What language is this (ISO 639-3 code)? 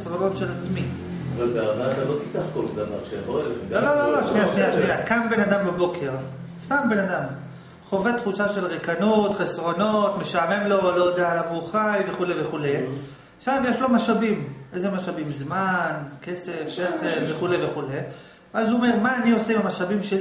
heb